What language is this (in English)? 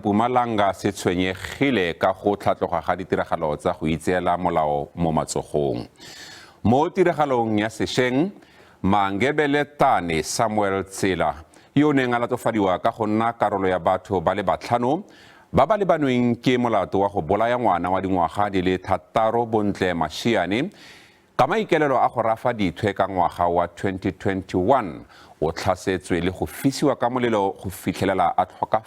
Tswana